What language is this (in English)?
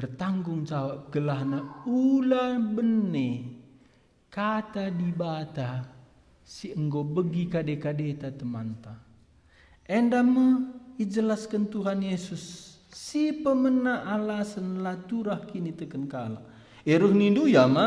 Batak Karo